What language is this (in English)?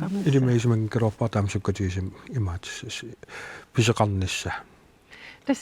Kalaallisut